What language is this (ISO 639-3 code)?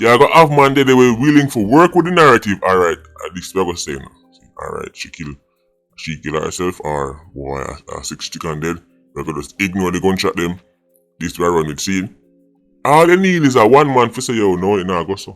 jam